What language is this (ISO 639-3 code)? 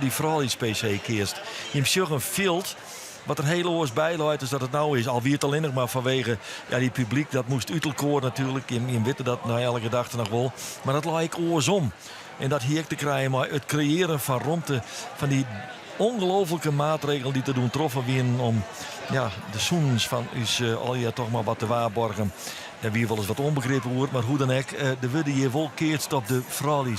fry